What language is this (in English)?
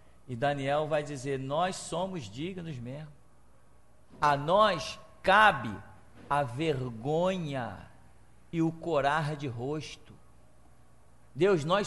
Portuguese